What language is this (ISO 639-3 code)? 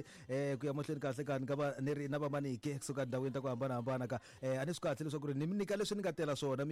tso